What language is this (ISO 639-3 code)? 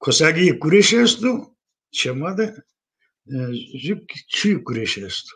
zza